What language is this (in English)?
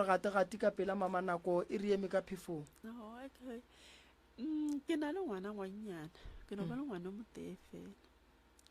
Northern Sotho